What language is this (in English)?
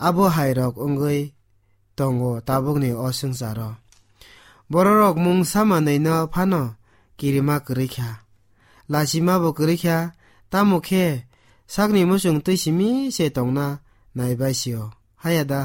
Kok Borok